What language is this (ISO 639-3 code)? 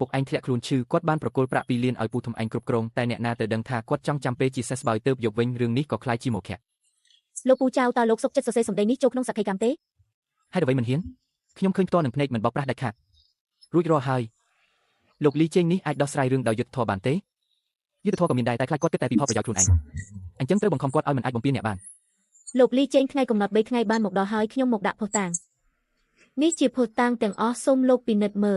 khm